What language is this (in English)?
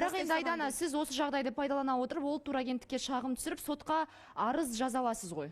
Kazakh